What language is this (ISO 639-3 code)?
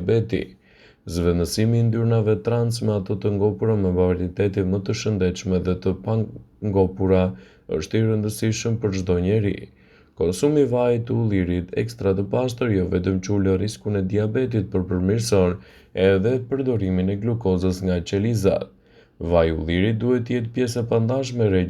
sqi